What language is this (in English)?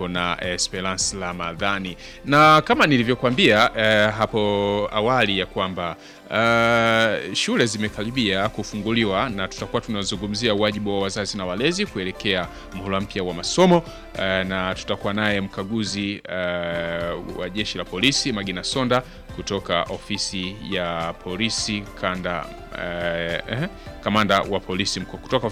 Swahili